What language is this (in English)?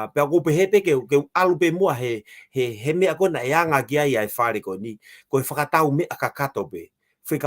Tongan